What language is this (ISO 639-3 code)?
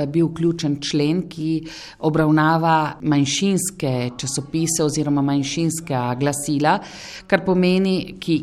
slv